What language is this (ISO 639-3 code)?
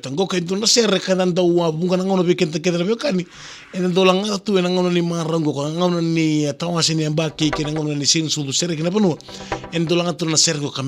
fij